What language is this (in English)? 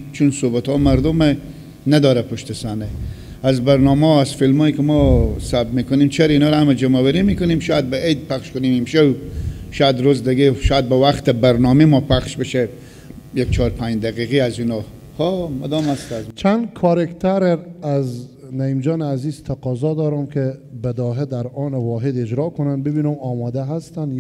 Persian